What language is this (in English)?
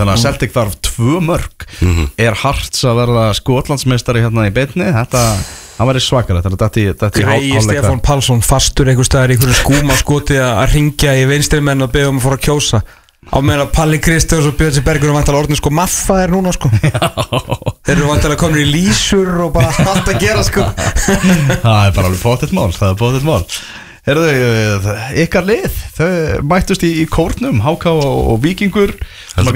Icelandic